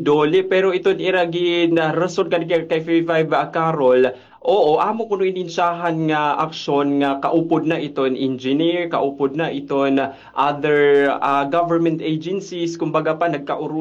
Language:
Waray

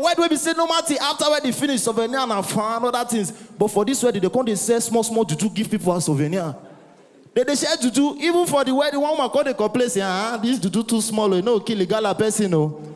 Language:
Nigerian Pidgin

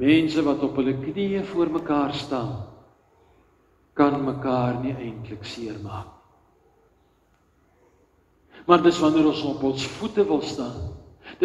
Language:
Afrikaans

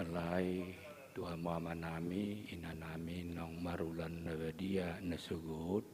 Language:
Batak Toba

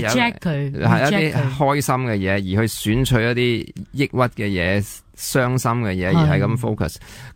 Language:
Cantonese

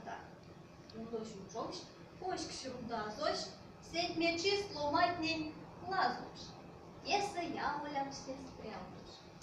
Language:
Erzya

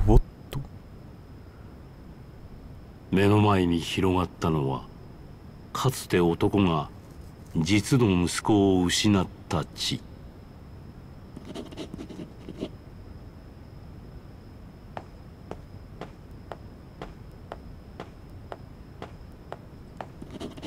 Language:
Japanese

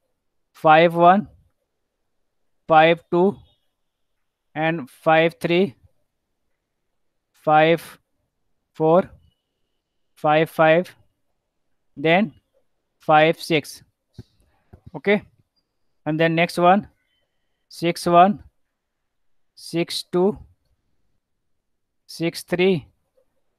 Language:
English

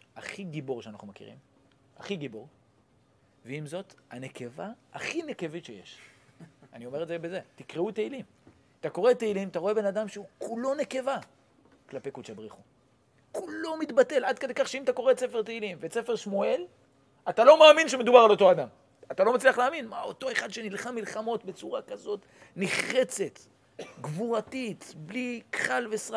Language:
Hebrew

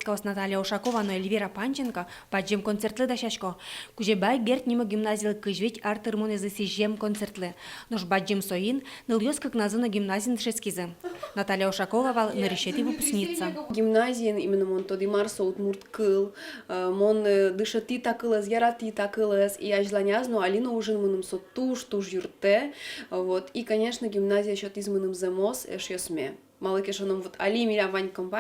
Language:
Udmurt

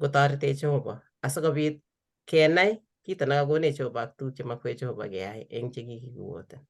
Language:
Kalenjin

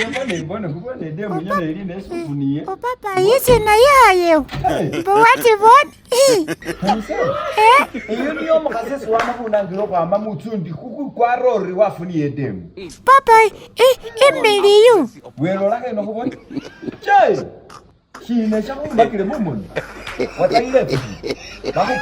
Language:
Masaaba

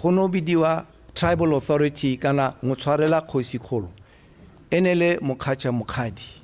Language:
Tswana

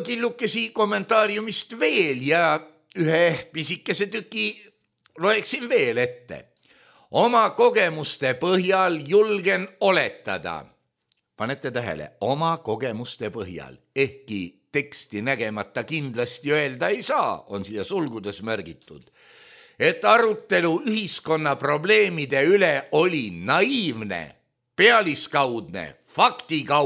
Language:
Estonian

